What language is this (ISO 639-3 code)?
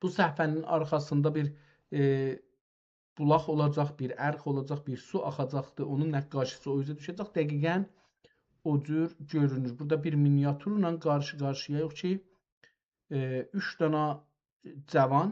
azb